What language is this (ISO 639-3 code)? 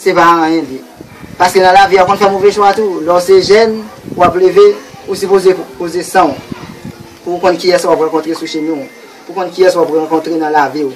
hat